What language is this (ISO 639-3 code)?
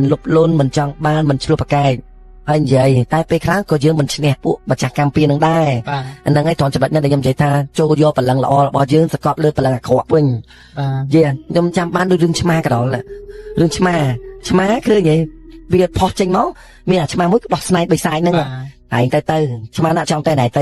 khm